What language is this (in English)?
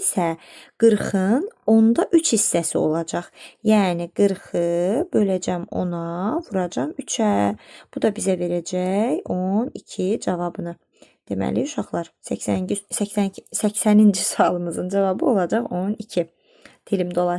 Azerbaijani